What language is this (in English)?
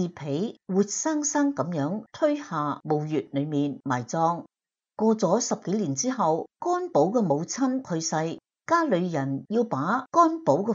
Cantonese